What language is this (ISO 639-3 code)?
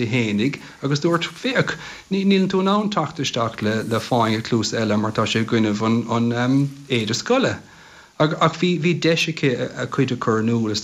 gle